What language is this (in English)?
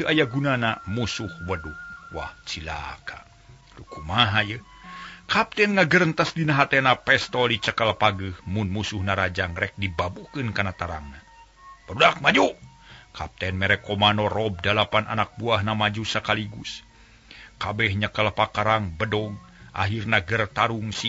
Sundanese